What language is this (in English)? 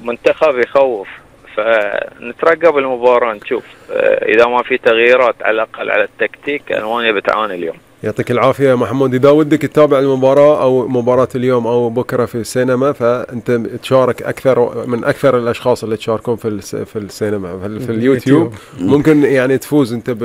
Gulf Arabic